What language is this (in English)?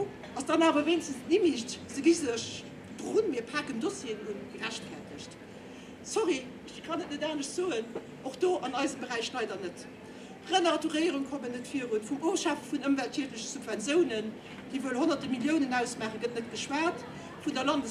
Luxembourgish